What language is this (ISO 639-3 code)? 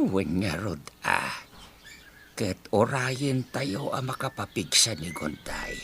ilo